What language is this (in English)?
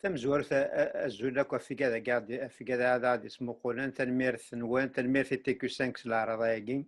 Kabyle